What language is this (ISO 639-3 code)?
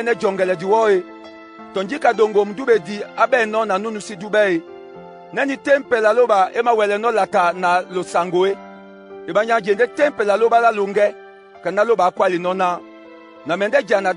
dua